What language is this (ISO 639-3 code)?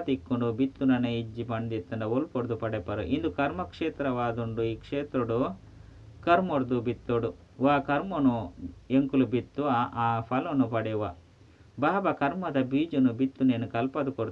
tcy